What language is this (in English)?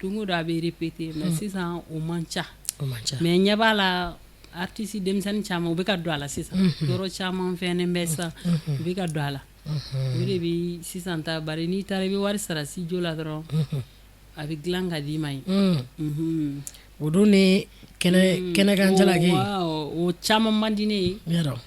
Bambara